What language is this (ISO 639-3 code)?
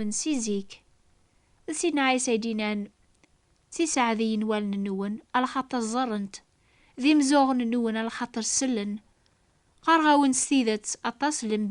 kab